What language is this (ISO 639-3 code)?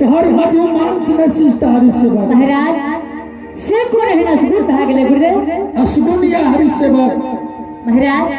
anp